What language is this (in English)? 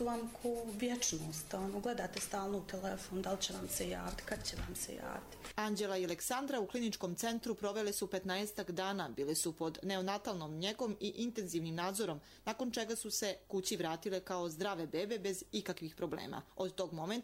Croatian